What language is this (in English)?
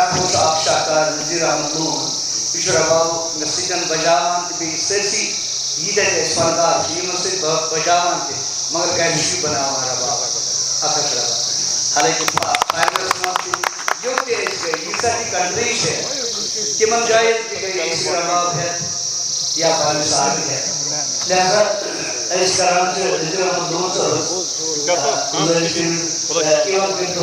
Kashmiri